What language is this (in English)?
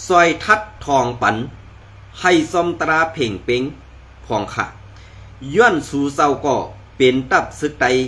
Shan